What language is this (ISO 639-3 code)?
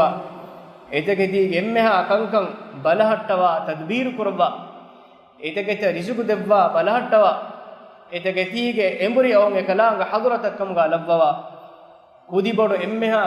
div